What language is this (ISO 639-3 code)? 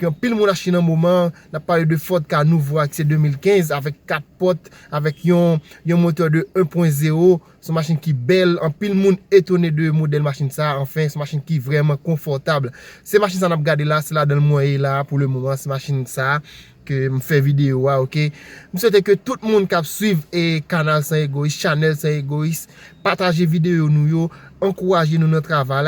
hat